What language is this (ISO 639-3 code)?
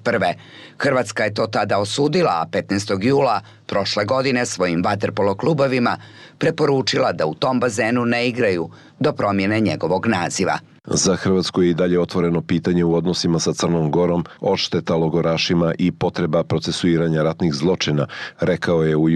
bos